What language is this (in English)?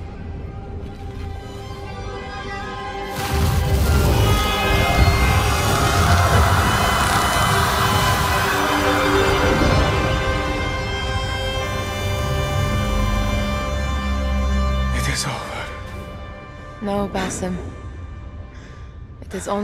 English